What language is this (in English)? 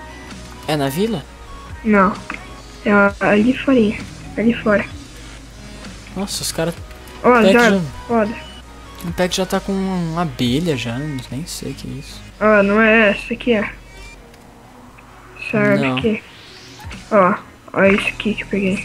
Portuguese